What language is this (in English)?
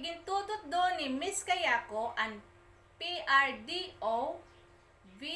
Waray